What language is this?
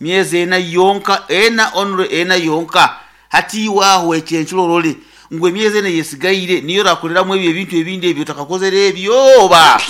Nyankole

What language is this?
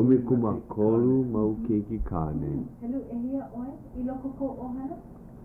Hawaiian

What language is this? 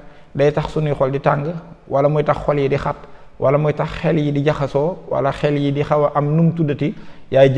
Wolof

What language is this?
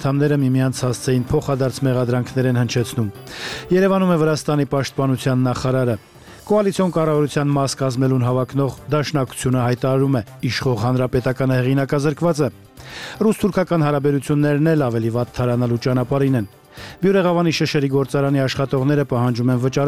Armenian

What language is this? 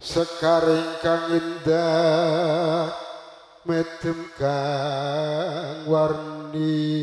Javanese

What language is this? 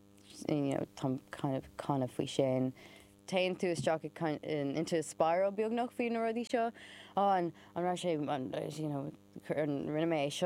Irish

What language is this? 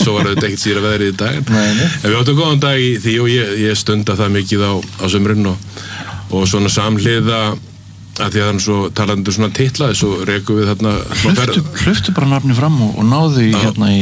Icelandic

